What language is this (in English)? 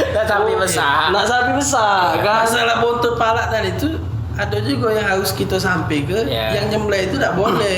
Musi